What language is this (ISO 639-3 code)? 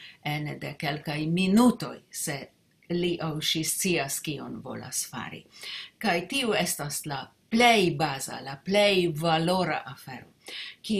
epo